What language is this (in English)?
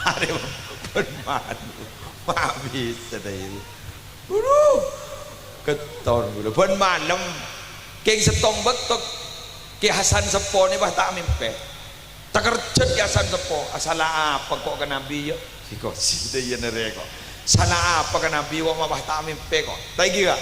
Madurese